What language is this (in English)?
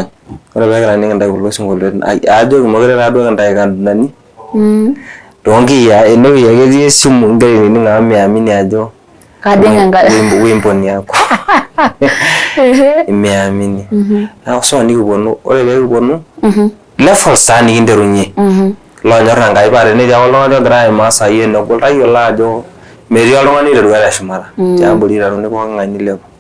Masai